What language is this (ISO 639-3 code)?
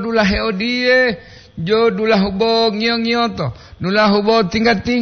gor